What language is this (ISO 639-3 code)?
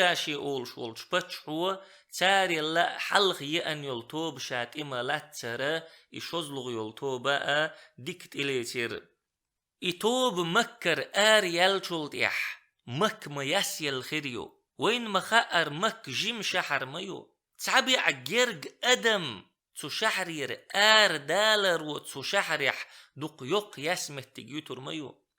che